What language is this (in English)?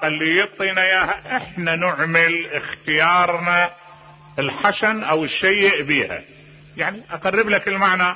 Mesopotamian Arabic